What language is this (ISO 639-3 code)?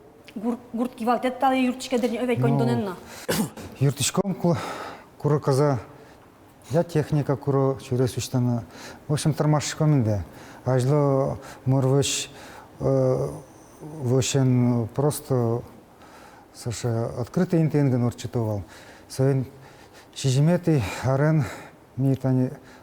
udm